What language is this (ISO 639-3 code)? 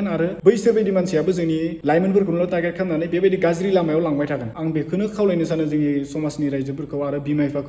brx